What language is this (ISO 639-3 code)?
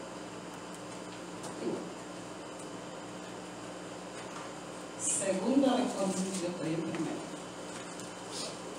spa